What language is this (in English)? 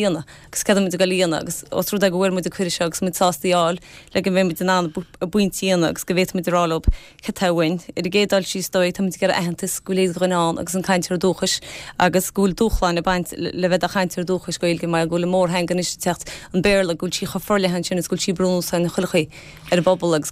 Irish